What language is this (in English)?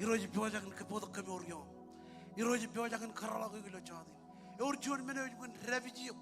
Marshallese